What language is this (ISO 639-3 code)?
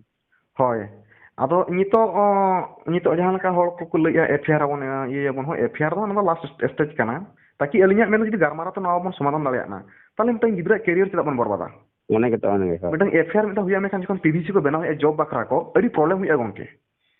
sat